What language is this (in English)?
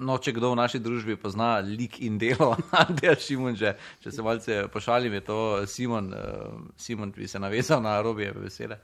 Slovenian